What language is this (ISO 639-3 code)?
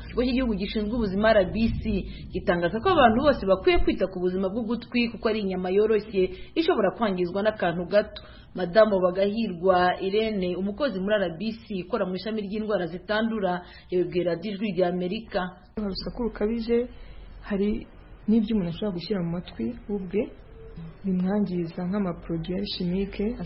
kin